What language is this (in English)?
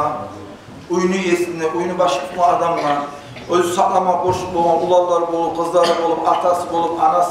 Kumyk